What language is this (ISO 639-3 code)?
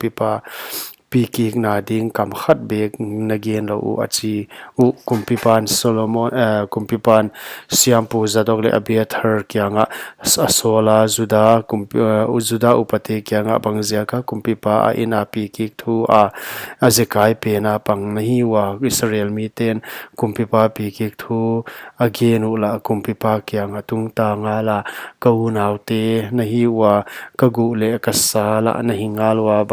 pck